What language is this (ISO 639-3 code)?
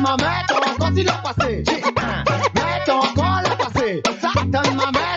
mfe